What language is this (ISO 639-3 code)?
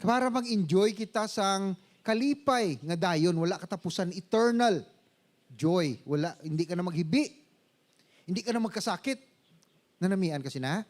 hil